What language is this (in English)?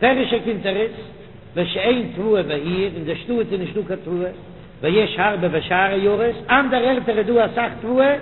Yiddish